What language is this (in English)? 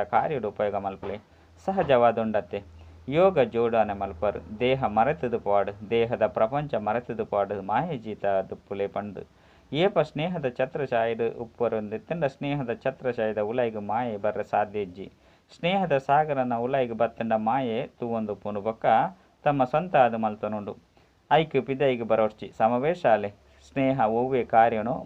Tulu